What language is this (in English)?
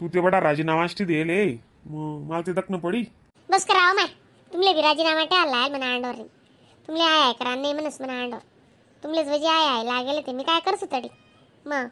Khandesi